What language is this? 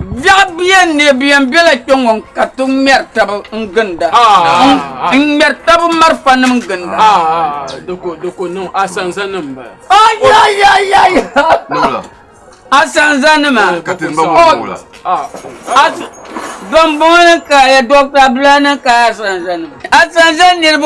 Dagbani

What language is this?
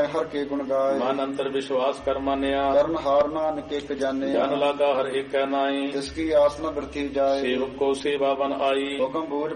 Punjabi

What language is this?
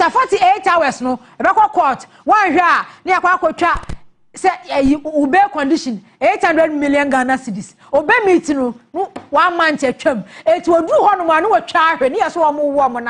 Akan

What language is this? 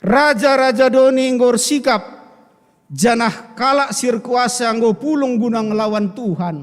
Batak Karo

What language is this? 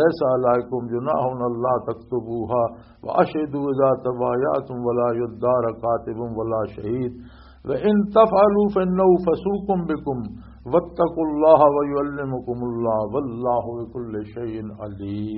Western Panjabi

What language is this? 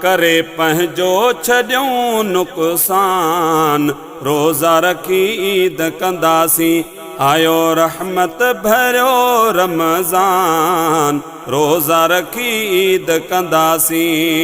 Sindhi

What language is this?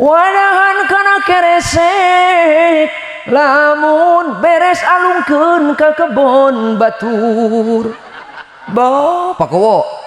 Sundanese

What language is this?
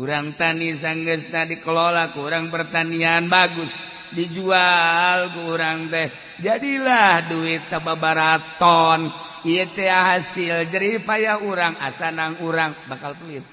Sundanese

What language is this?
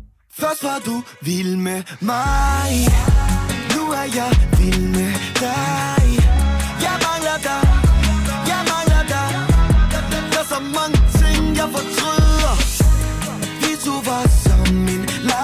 Danish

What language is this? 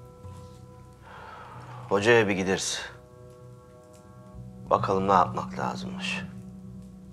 Turkish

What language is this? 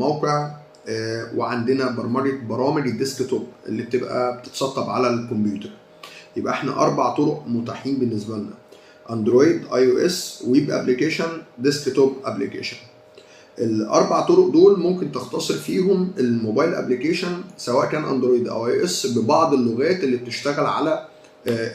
Egyptian Arabic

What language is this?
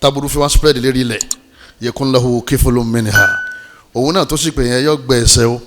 Yoruba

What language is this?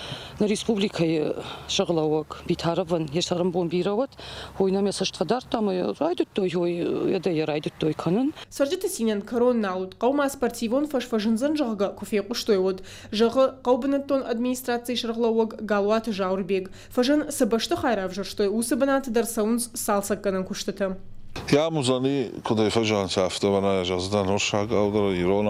Ossetic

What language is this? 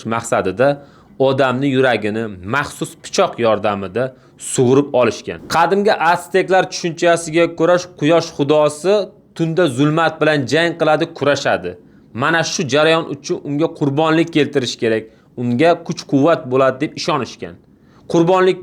Uzbek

